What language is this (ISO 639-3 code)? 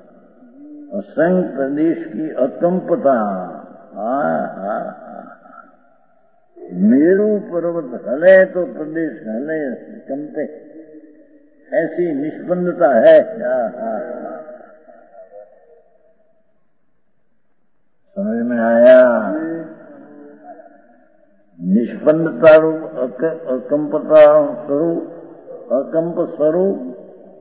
hin